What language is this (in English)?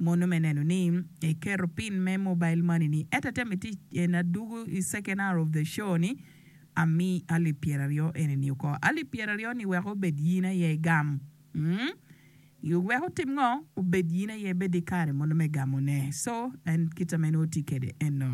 Acoli